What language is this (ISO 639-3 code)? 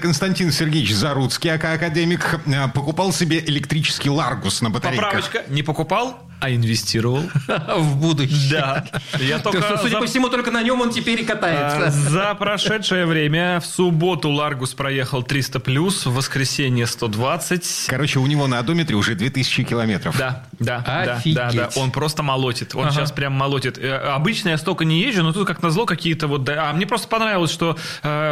rus